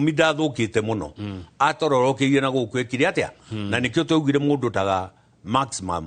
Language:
Kikuyu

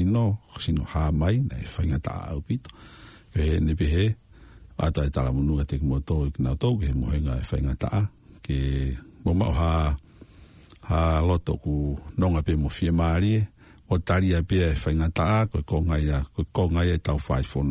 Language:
Tongan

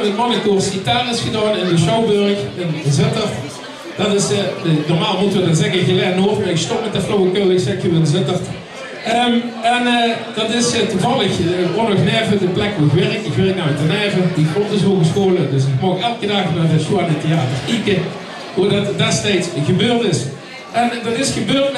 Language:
Limburgish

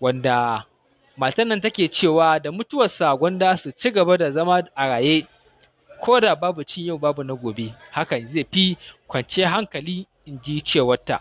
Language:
Hausa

